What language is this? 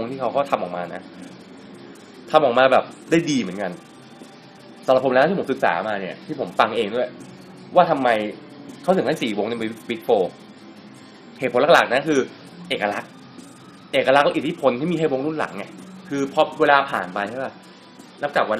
Thai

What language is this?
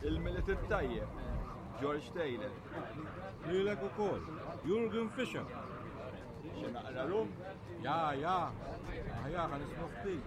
Maltese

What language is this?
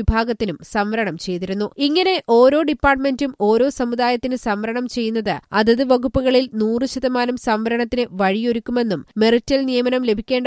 Malayalam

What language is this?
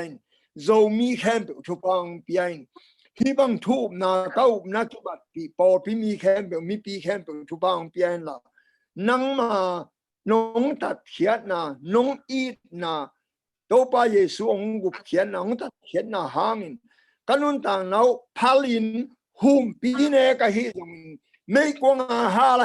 Tedim Chin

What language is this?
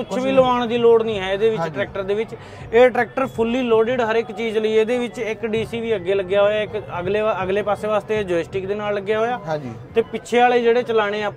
Punjabi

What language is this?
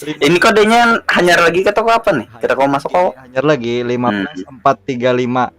Banjar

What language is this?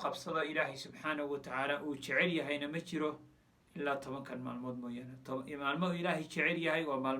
Somali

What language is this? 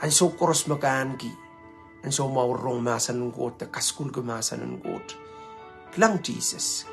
Pohnpeian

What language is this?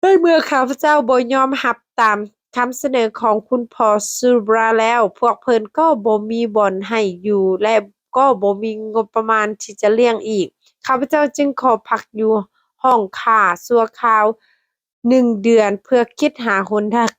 Lao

